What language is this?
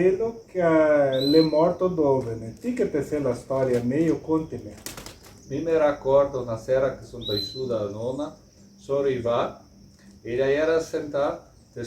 Venetian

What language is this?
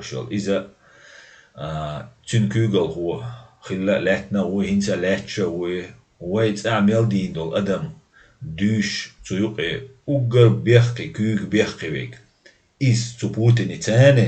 Chechen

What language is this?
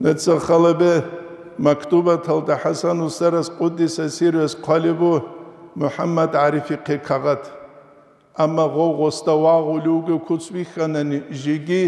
Avaric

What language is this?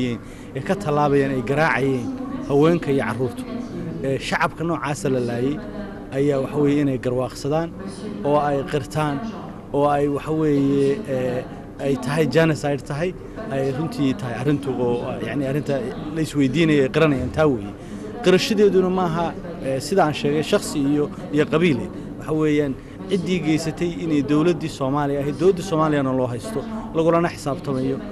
Somali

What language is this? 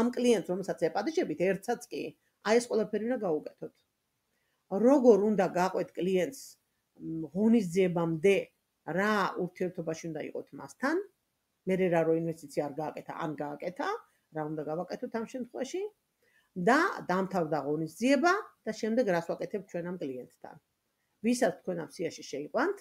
Georgian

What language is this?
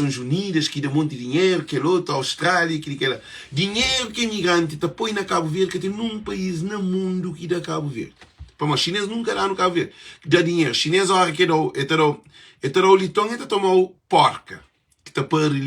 Kabuverdianu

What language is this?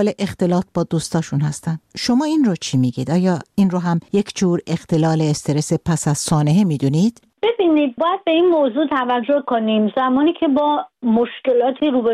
Persian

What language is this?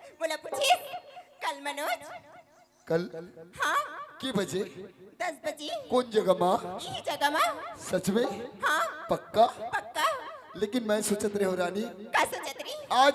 Chhattisgarhi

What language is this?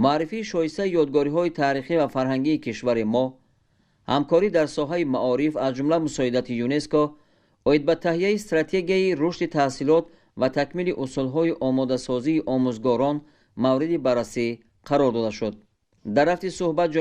Tajik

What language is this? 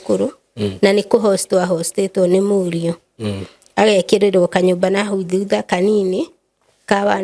Kikuyu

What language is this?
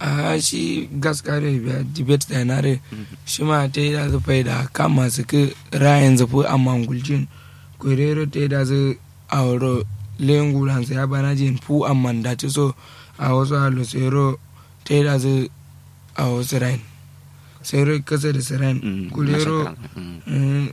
Kanuri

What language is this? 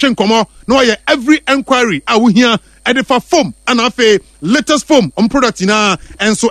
Akan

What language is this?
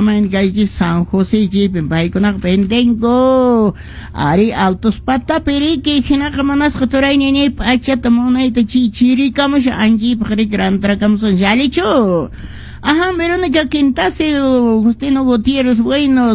Quechua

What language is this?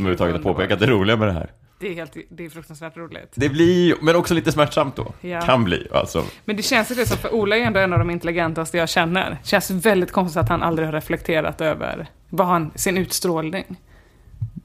Swedish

